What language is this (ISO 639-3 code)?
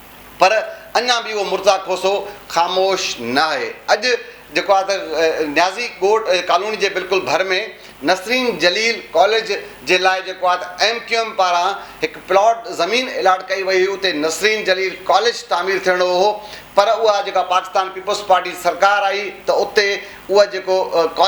snd